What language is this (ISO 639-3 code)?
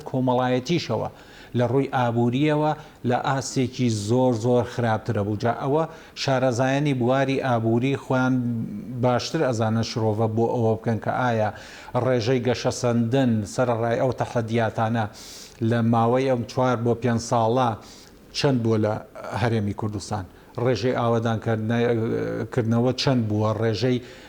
ckb